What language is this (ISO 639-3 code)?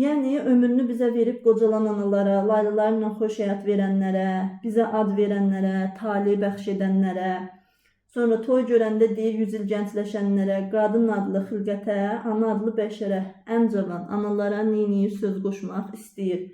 aze